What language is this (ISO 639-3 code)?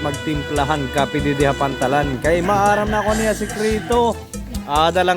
war